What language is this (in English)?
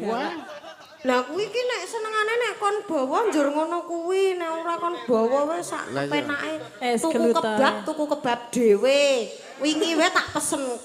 Javanese